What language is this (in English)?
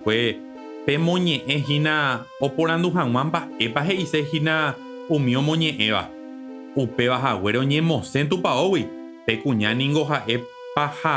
Guarani